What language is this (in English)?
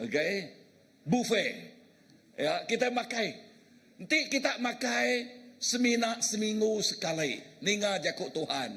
Iban